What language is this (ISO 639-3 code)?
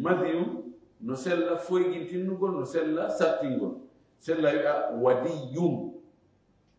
ful